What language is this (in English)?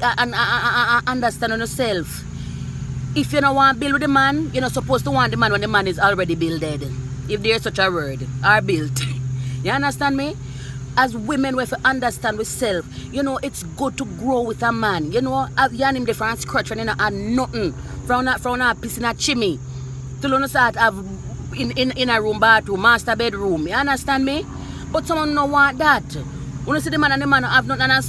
Jamaican Creole English